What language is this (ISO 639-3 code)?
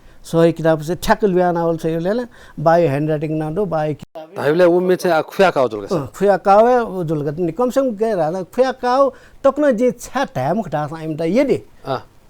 new